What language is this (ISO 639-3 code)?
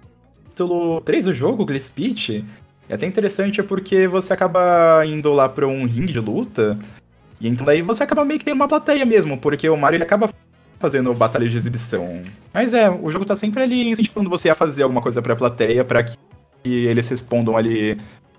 por